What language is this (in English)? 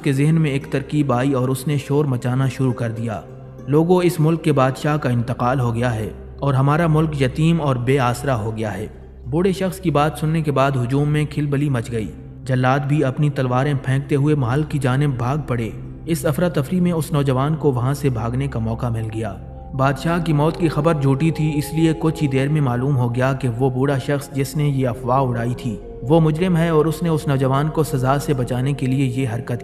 Urdu